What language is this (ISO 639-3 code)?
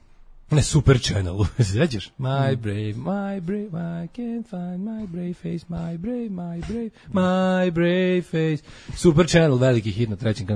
srp